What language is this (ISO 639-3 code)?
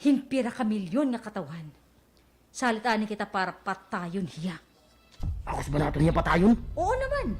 war